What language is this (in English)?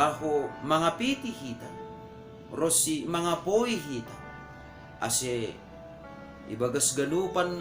Batak Simalungun